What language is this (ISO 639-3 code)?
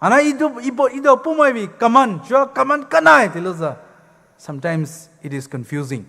pmx